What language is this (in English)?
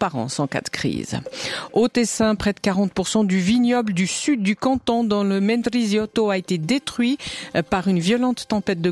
French